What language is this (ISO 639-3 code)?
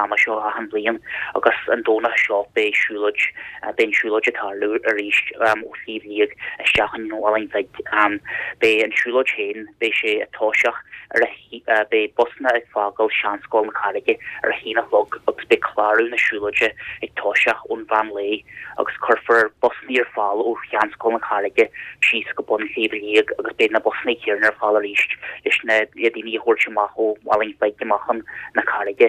gle